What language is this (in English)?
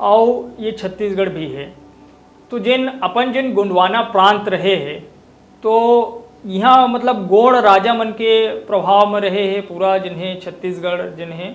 Chhattisgarhi